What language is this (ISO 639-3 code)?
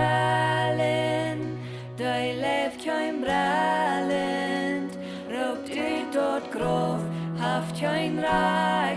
pdt